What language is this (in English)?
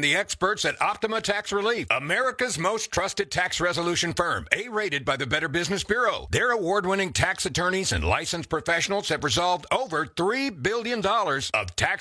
English